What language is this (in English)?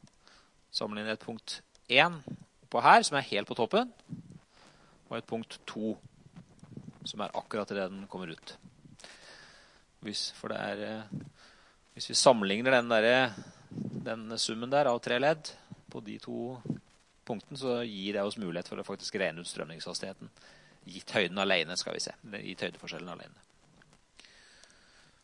Norwegian